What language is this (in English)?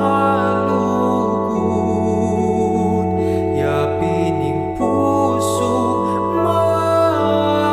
Pampanga